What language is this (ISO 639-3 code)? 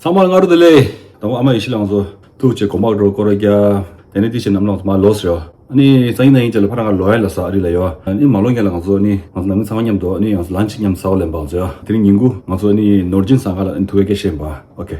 bod